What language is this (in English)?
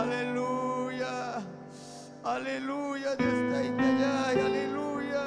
Ayacucho Quechua